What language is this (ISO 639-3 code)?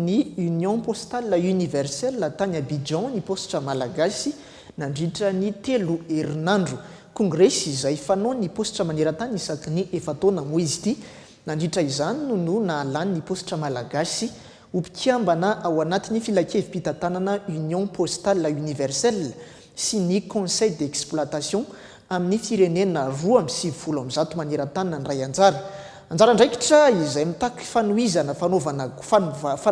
mlg